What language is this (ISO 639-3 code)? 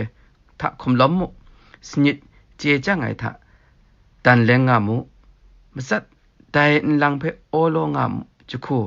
kac